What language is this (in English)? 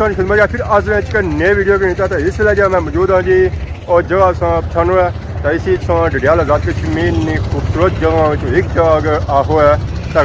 Pahari-Potwari